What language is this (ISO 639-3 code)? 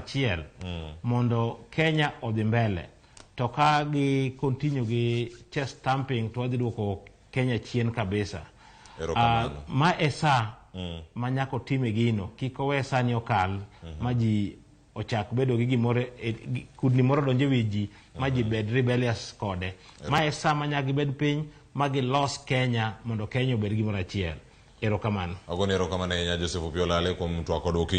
luo